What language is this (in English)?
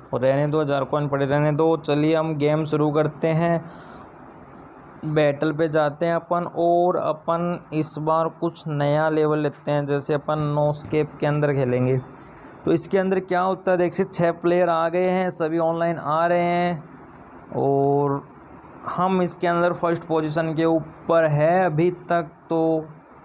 Hindi